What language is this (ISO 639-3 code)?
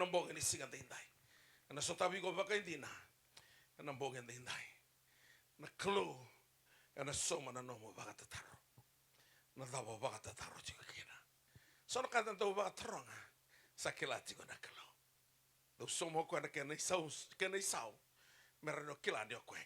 fij